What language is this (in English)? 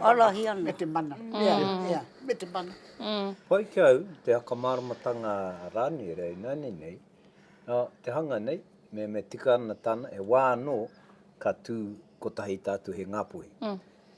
Māori